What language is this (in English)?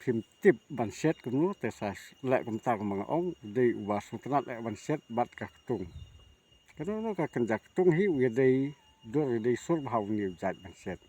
Khasi